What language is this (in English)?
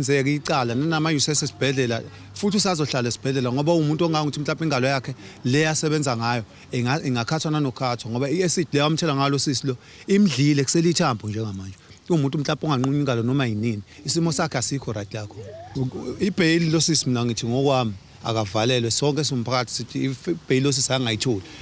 Zulu